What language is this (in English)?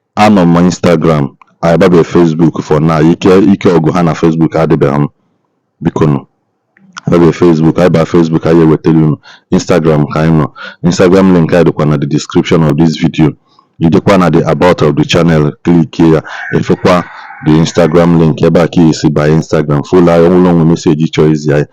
Igbo